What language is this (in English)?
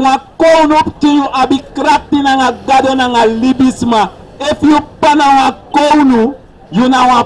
Sranan Tongo